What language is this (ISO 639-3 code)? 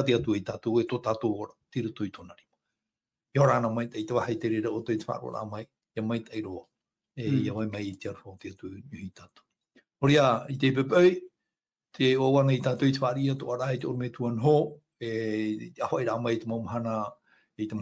tah